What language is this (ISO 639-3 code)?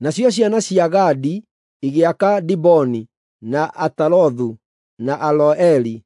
kik